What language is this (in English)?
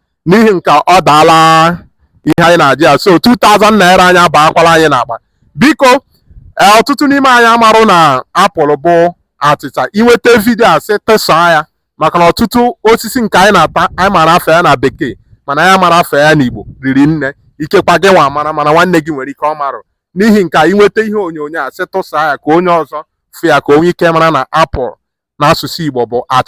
Igbo